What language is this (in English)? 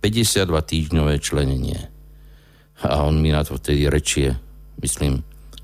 Slovak